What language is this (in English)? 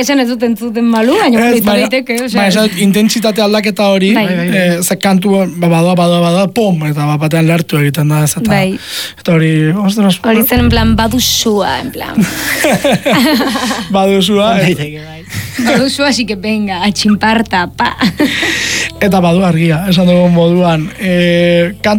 Basque